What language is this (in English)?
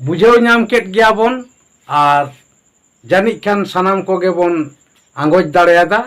Santali